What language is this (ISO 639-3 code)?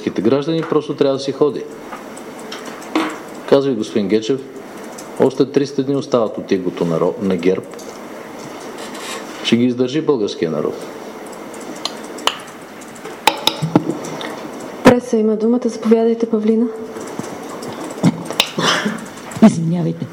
bul